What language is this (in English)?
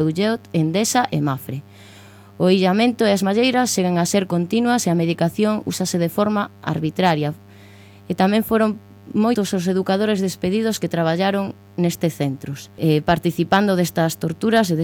Galician